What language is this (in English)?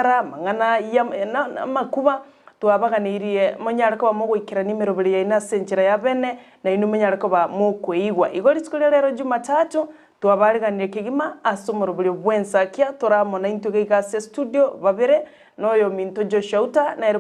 Gusii